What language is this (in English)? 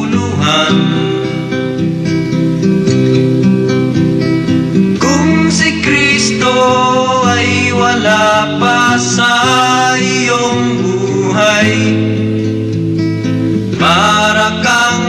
Filipino